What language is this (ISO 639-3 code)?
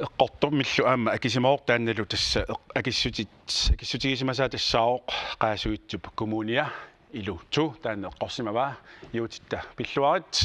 kal